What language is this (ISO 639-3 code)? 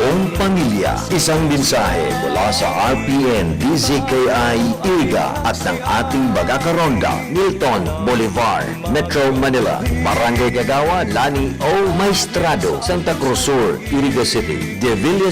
bik